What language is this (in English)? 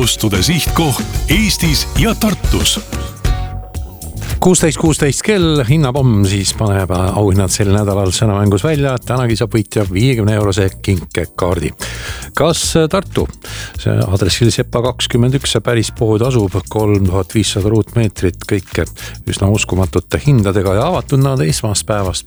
Estonian